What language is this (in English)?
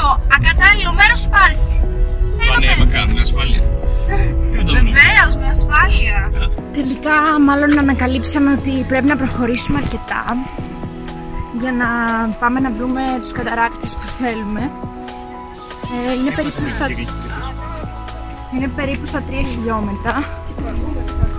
Greek